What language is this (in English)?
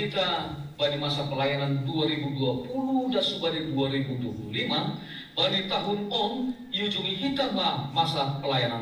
Batak Simalungun